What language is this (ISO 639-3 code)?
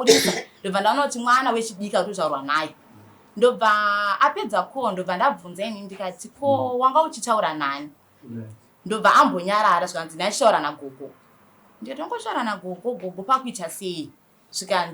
sna